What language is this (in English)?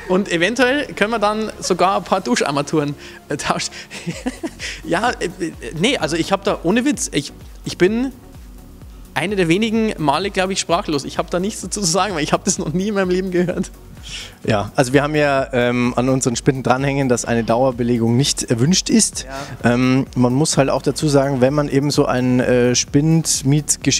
German